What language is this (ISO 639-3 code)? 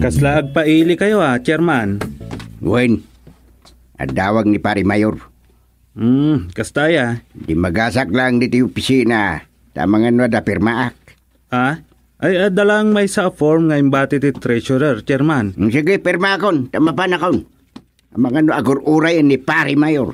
ilo